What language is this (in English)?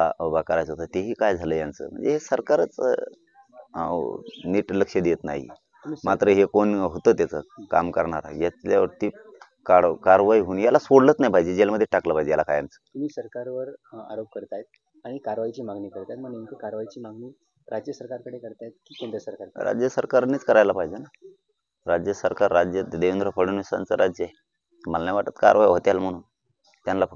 Marathi